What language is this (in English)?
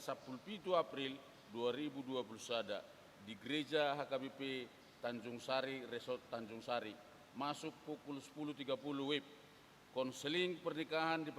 Batak Toba